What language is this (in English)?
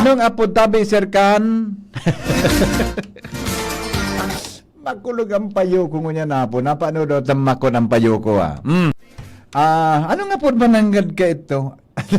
Bikol